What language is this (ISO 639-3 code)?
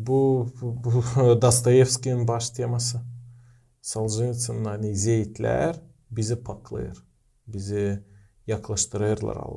gag